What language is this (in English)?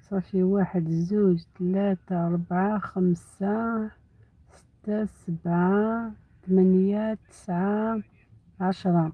Algerian Arabic